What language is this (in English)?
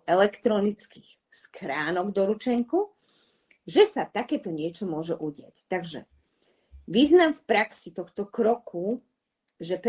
Slovak